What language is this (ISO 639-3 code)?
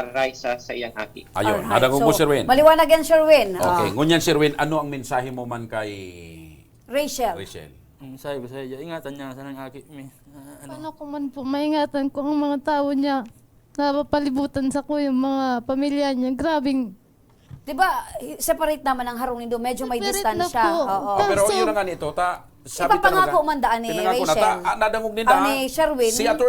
bik